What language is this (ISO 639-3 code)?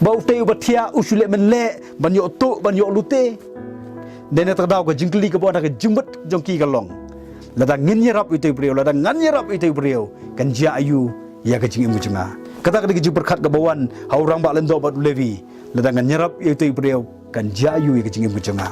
kha